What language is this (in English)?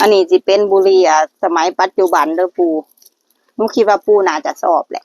Lao